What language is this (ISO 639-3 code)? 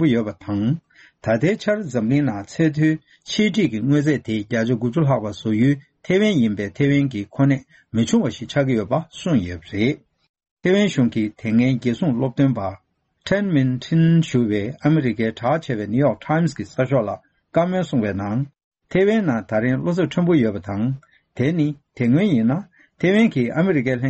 bod